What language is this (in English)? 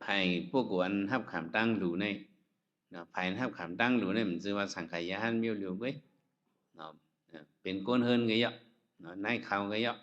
Shan